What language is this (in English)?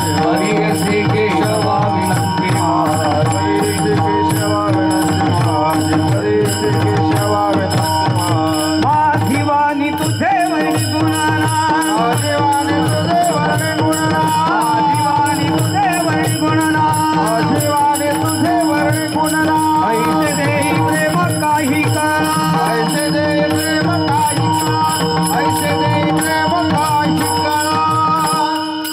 Marathi